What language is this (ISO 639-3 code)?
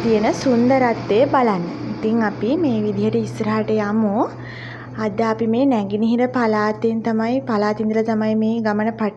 sin